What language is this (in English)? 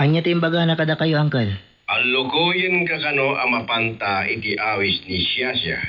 Iloko